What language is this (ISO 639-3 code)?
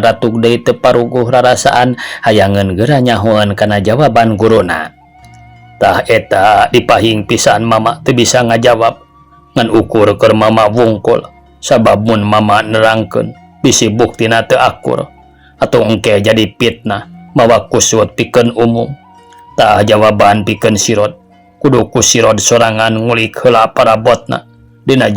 sun